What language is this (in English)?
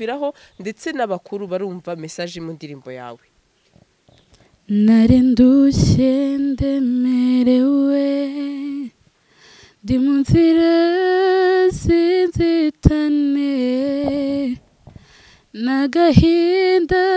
Kinyarwanda